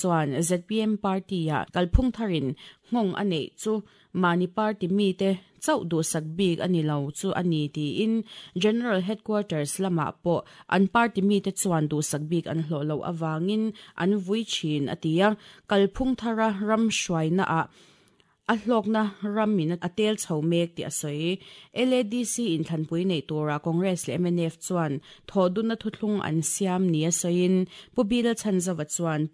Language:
Mizo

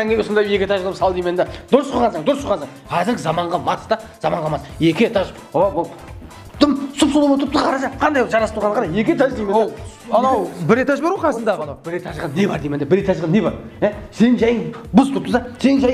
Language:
Kara-Kalpak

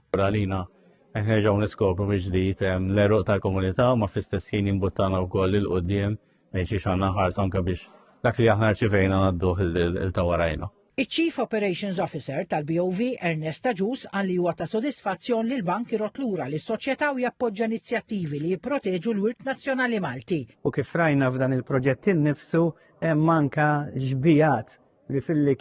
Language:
Maltese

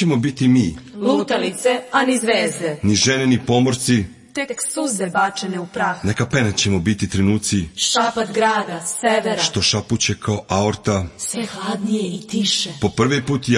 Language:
Serbian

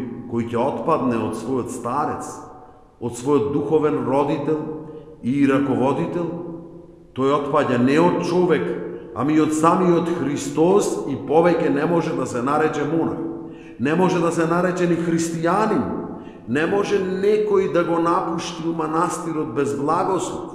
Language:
Macedonian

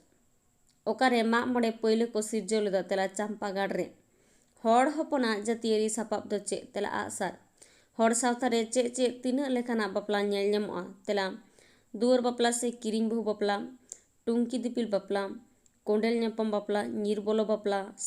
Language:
Santali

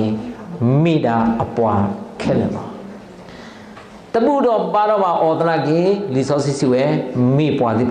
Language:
S'gaw Karen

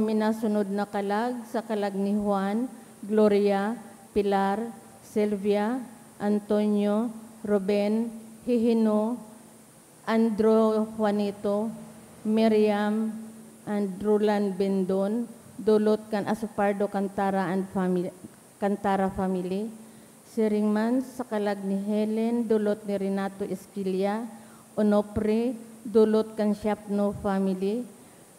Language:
Bikol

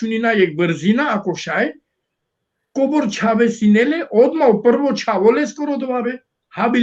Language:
Balkan Romani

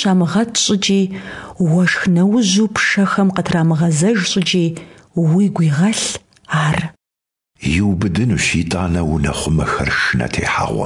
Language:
Kabardian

